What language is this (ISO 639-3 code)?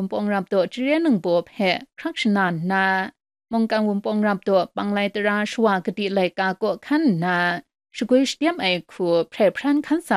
kac